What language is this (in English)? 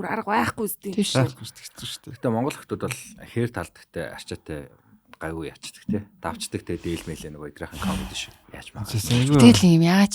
Mongolian